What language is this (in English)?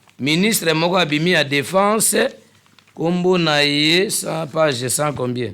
Lingala